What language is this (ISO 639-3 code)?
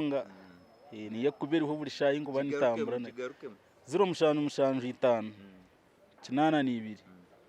nyn